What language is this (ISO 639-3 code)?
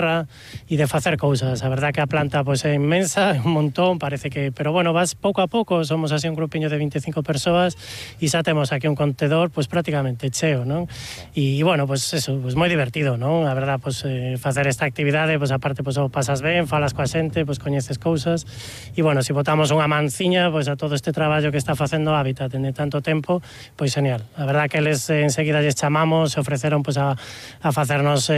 glg